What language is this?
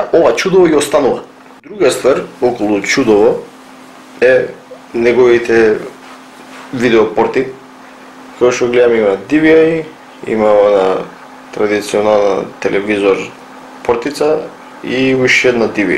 Macedonian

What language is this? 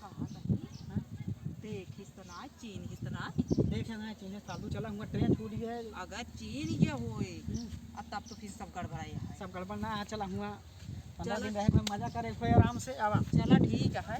Awadhi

